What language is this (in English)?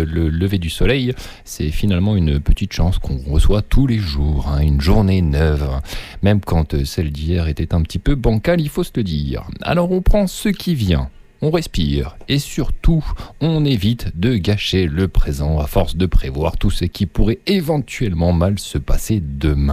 French